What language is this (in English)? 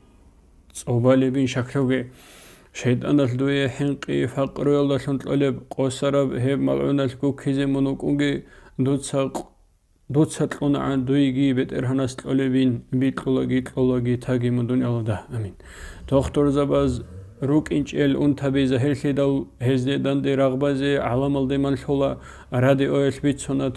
Avaric